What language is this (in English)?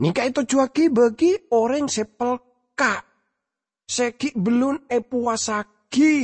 Madurese